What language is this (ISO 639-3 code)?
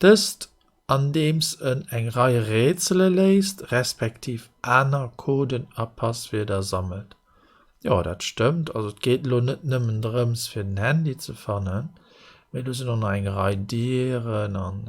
ltz